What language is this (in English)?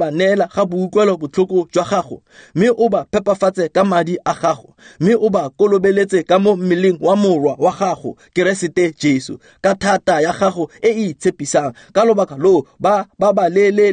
Tswana